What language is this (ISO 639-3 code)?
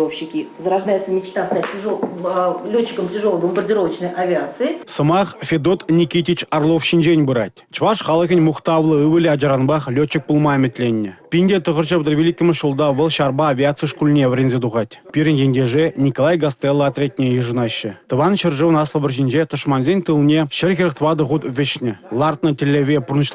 chv